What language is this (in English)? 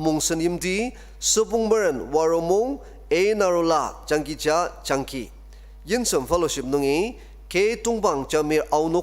Ao Naga